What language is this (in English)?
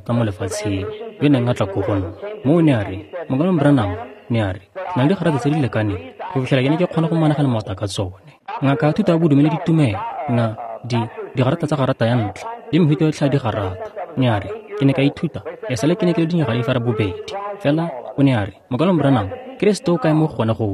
Tswana